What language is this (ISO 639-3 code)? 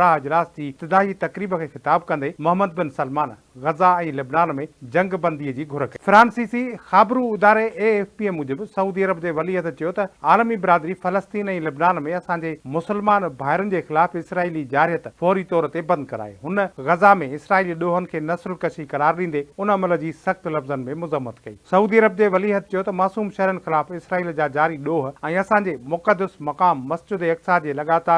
snd